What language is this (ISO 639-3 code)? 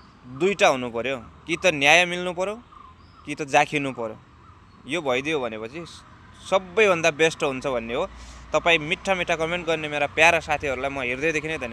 nep